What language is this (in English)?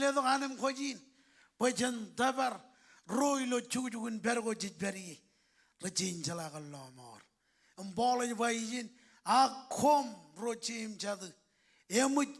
Marshallese